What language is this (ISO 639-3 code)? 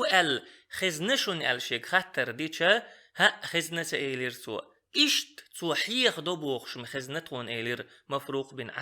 che